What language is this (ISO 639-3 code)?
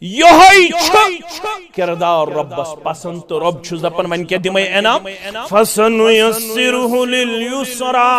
kas